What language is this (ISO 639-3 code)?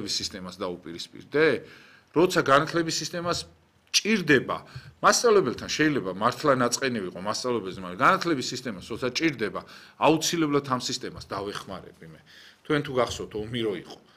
kat